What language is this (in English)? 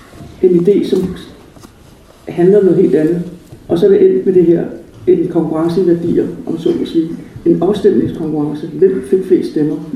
Danish